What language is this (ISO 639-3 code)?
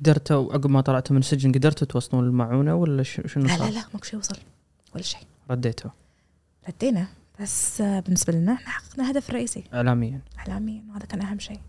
afb